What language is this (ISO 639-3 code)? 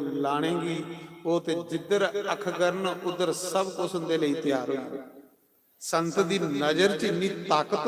doi